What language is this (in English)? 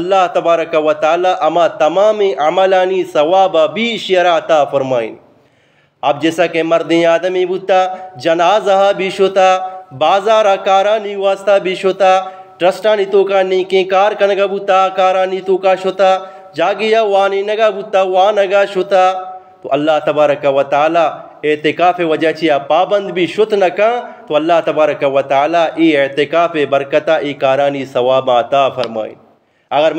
Eastern Balochi